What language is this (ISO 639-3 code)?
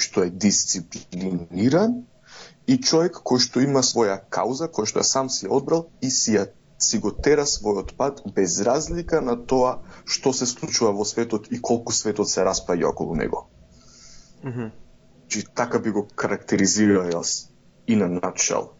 mkd